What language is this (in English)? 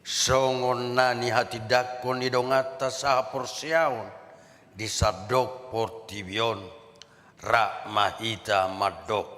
Batak Toba